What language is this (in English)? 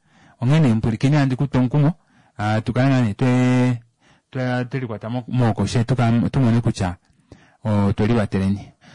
Kuanyama